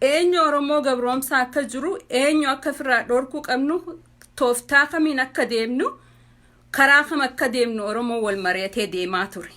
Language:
Oromo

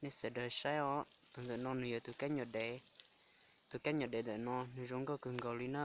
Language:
Hmong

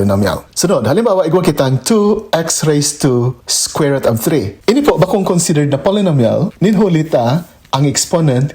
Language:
Bikol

